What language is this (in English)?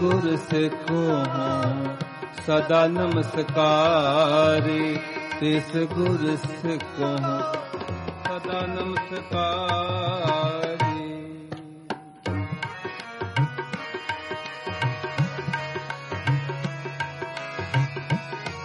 Punjabi